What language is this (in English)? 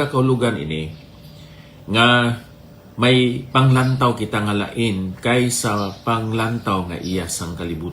Hiligaynon